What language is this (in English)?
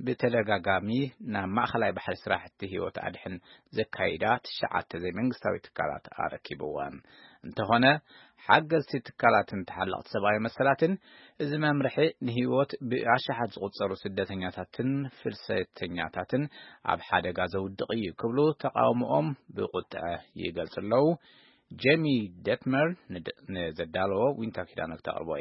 Tigrinya